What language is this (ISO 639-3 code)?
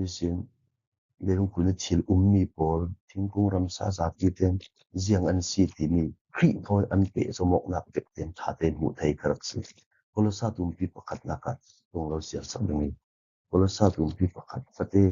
cfm